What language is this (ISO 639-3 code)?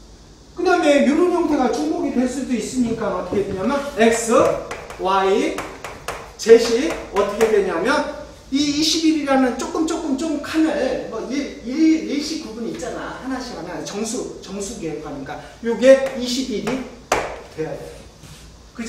kor